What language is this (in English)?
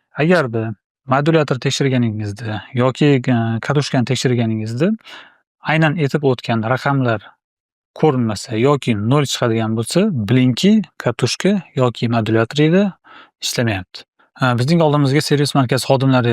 Uzbek